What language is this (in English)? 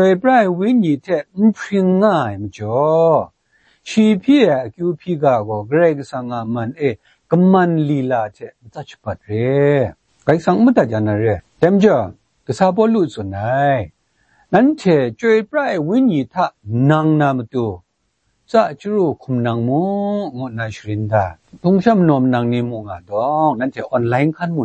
Kachin